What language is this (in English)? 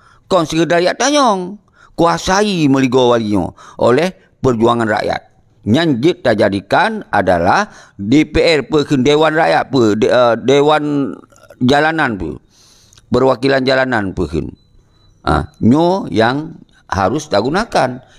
Achinese